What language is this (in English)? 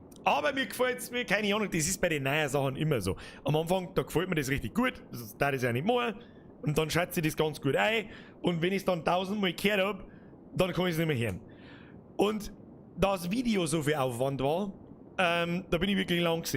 Bavarian